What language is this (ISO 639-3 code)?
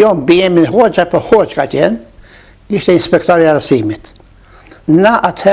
sqi